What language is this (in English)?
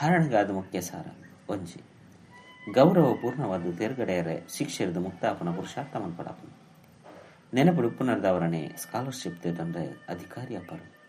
Tulu